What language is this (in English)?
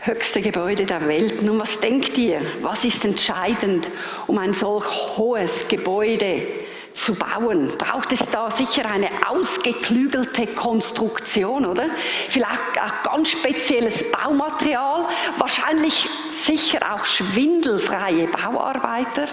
Swiss German